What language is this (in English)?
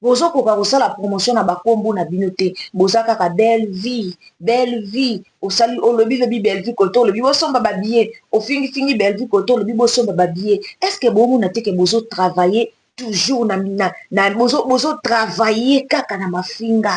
Lingala